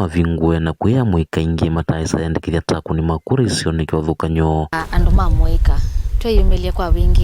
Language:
Kamba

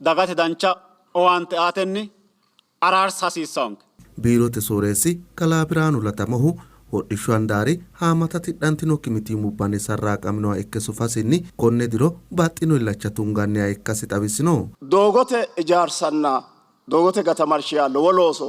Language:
Sidamo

